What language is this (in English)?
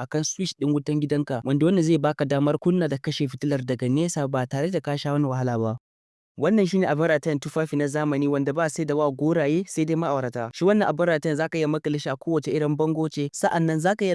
Hausa